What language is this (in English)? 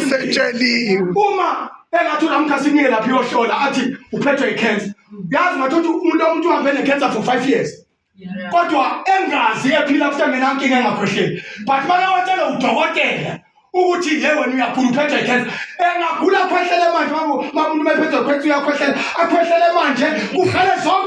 Zulu